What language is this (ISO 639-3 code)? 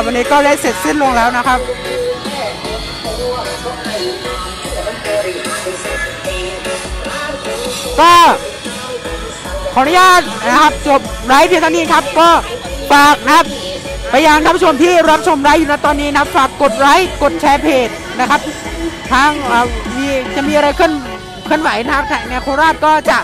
tha